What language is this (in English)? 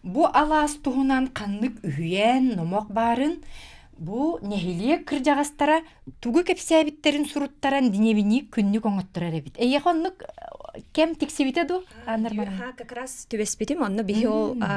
Yakut